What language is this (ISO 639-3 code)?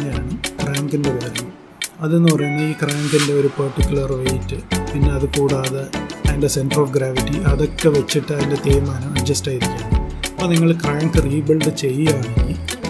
mal